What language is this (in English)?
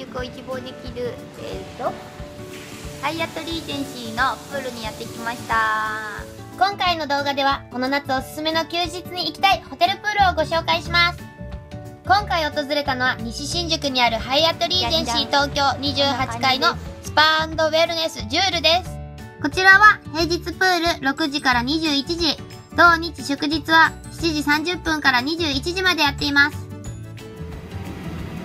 Japanese